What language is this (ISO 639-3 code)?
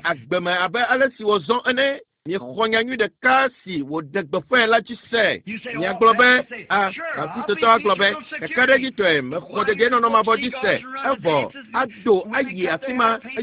ewe